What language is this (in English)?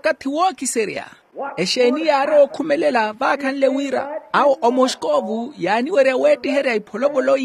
Makhuwa